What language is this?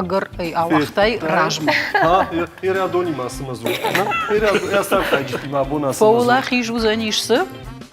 Ossetic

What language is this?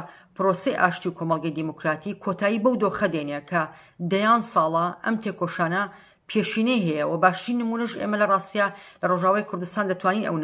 Central Kurdish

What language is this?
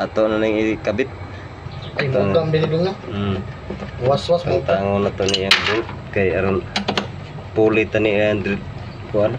Cebuano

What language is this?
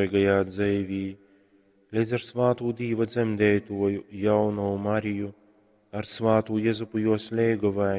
Latgalian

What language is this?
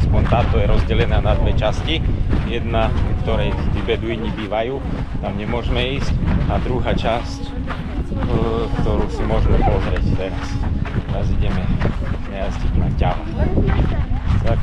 Slovak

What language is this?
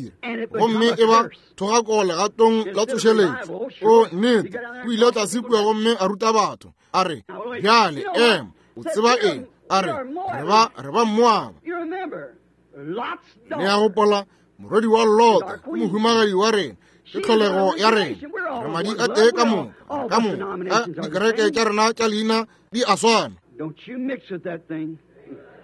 Northern Sotho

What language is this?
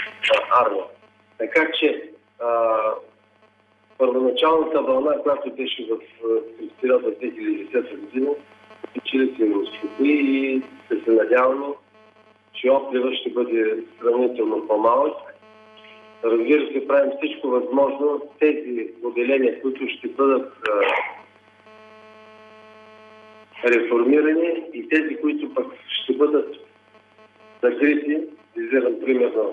Bulgarian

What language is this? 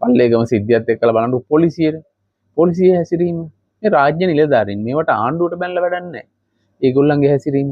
Sinhala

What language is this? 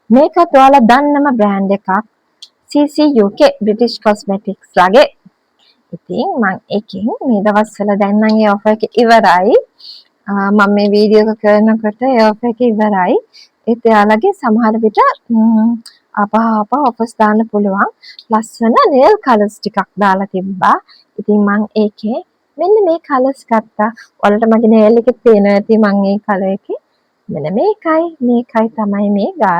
Sinhala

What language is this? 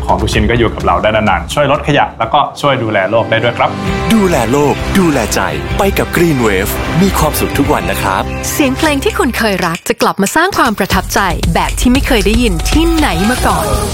Thai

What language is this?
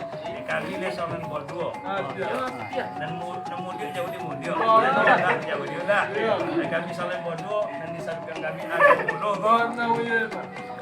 Minangkabau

